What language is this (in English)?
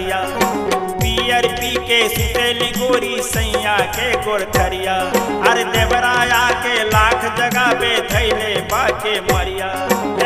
Bhojpuri